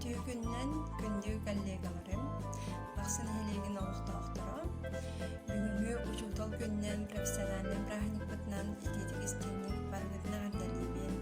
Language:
Yakut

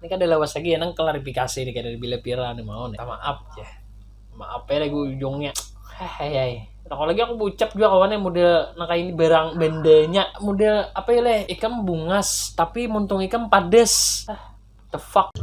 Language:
Banjar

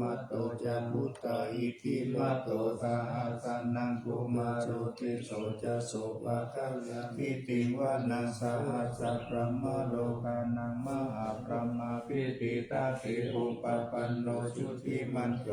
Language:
Pali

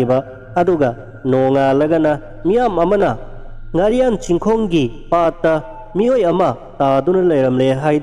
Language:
Manipuri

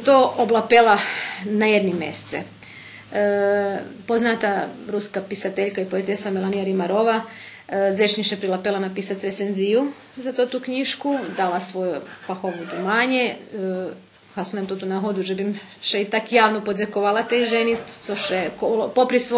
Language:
Rusyn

